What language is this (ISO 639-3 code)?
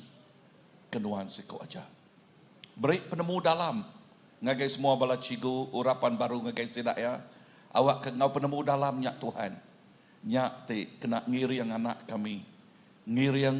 iba